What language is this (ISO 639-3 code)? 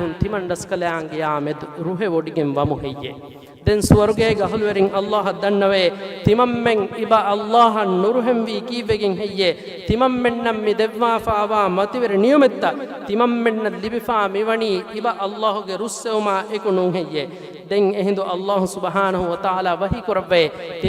div